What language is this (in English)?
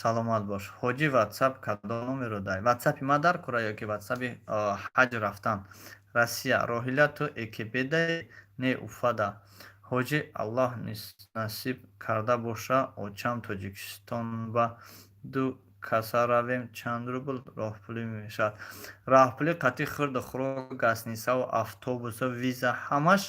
Tajik